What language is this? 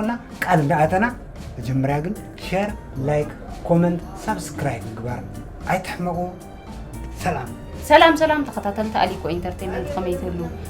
Tigrinya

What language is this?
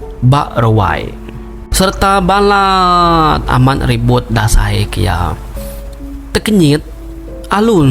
Iban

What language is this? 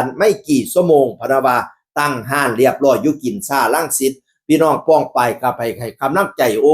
Northeastern Thai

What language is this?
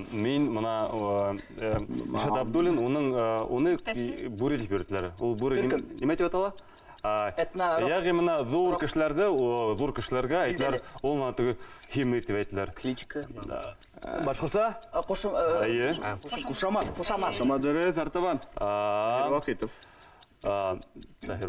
Bashkir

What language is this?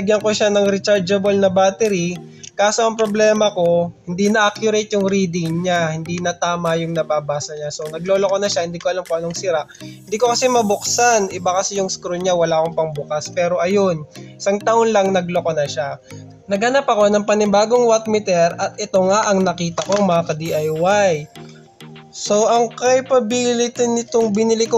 Filipino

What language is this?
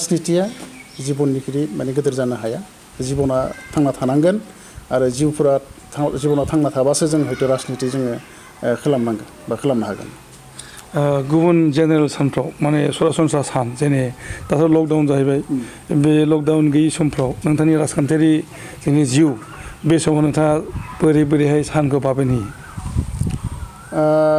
Bodo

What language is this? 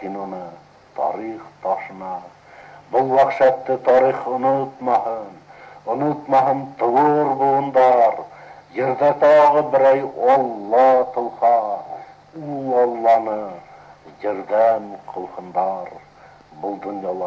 Bashkir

